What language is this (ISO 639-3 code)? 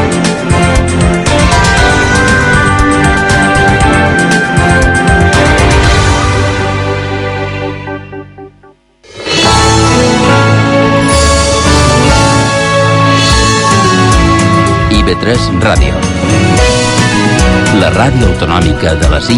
cat